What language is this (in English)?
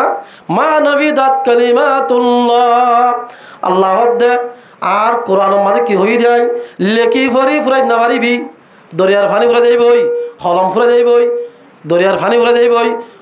Rohingya